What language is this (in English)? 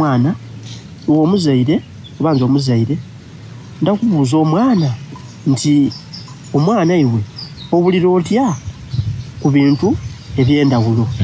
Soga